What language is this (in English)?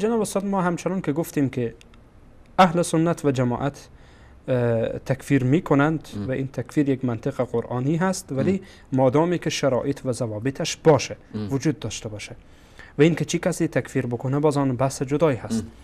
Persian